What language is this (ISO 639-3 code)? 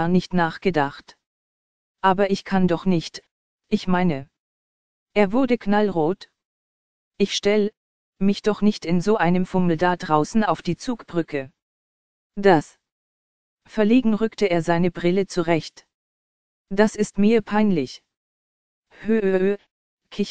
deu